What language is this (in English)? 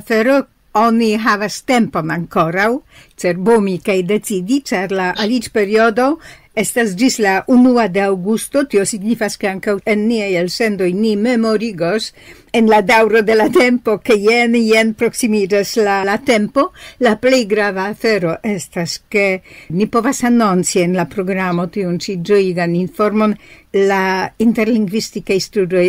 Esperanto